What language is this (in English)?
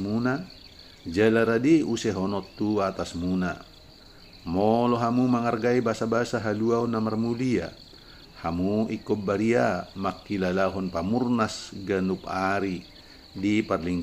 Batak Toba